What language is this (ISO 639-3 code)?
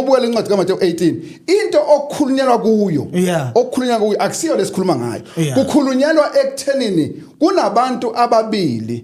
zul